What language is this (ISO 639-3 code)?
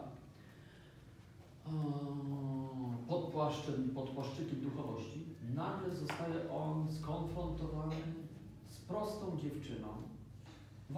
pol